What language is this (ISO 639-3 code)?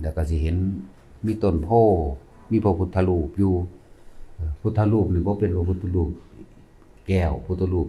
lao